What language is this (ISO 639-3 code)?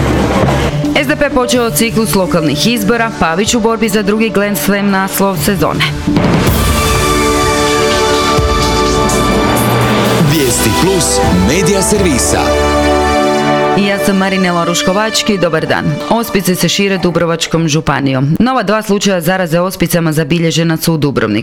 hrv